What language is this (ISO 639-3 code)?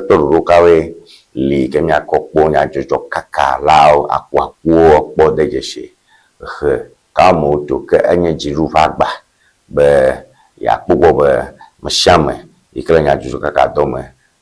ewe